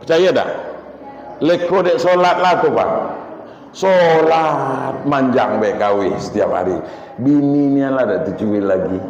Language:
Minangkabau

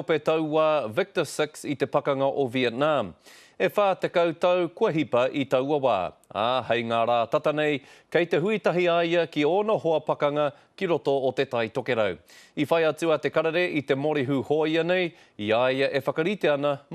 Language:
Māori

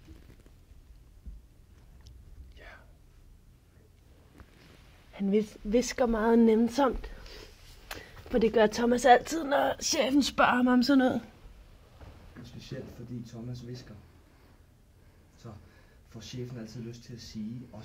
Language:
Danish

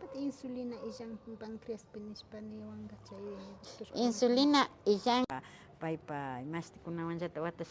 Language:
Imbabura Highland Quichua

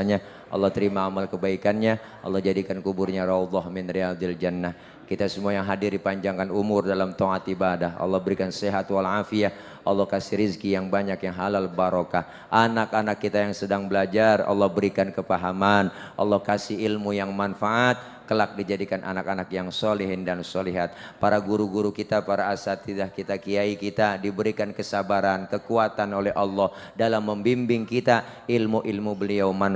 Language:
Betawi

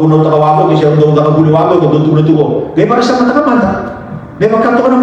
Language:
Fijian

